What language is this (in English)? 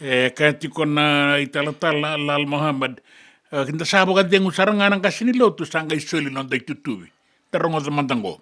Fijian